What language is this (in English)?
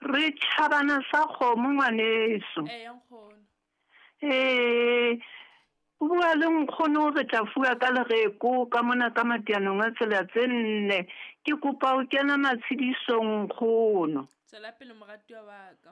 Southern Sotho